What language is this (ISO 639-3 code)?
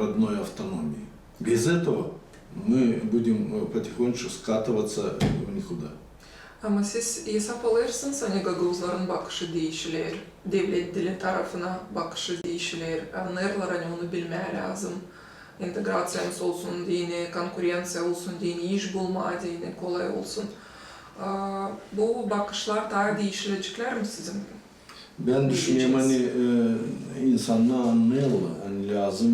gag